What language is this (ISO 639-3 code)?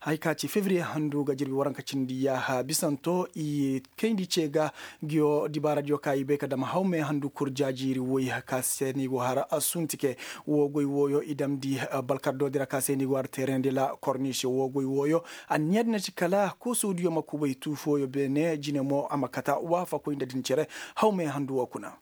ses